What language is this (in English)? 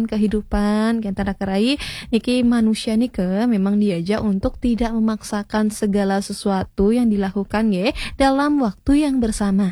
Balinese